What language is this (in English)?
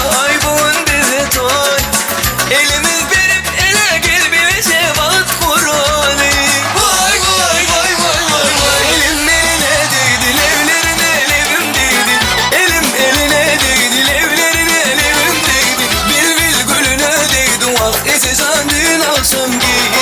Turkmen